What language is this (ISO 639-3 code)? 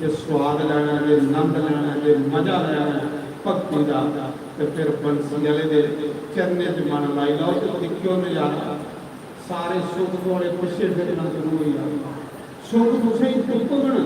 doi